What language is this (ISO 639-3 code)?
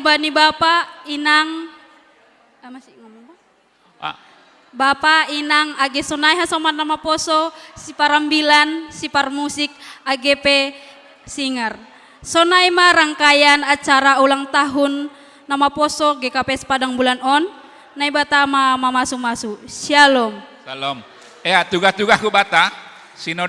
bts